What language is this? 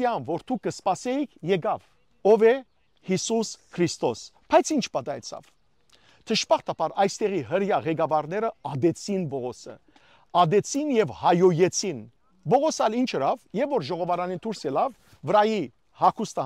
Western Armenian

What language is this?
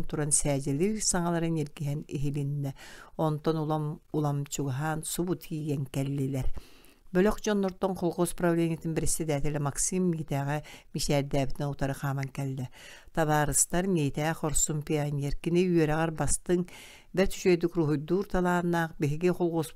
Yakut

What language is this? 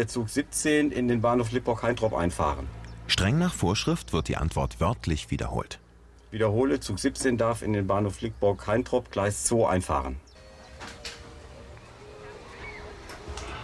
German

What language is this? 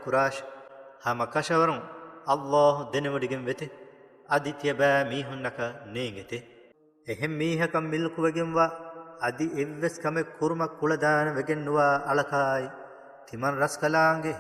Divehi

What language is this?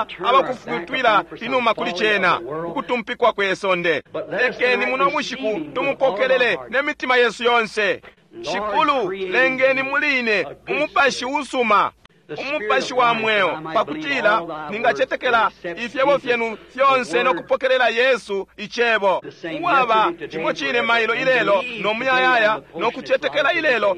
Bemba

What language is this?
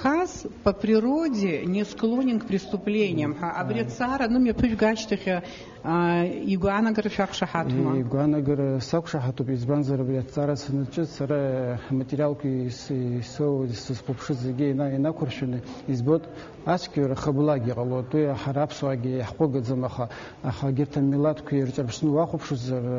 Abkhazian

